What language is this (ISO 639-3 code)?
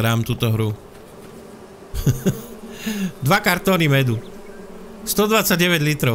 slk